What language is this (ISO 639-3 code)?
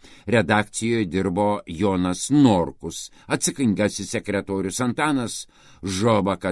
lit